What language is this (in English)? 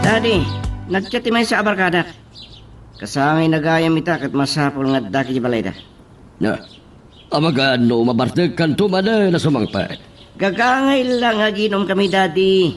Iloko